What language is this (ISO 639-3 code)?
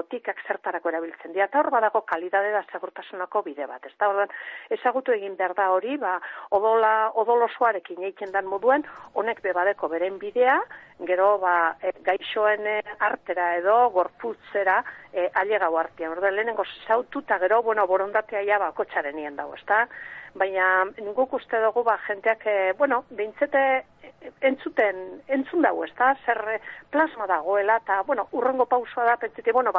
eus